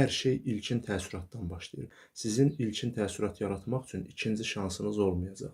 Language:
Azerbaijani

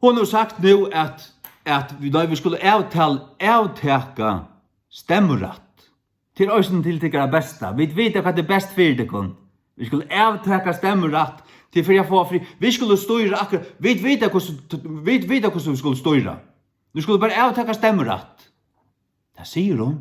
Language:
Faroese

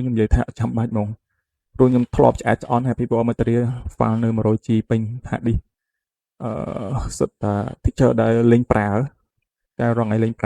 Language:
Khmer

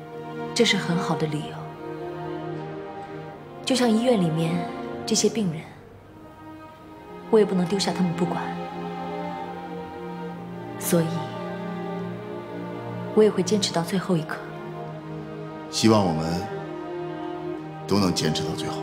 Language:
Chinese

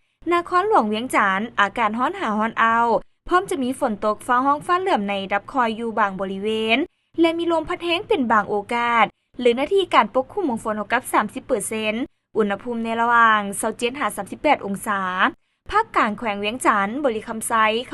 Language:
Lao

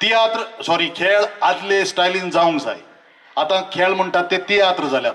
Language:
Konkani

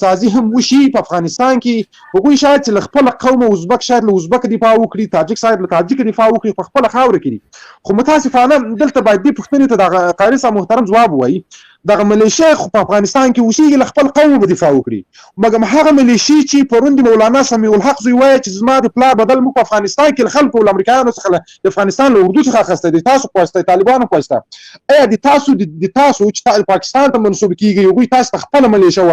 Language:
Pashto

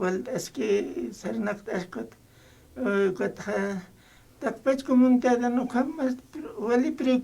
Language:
Aymara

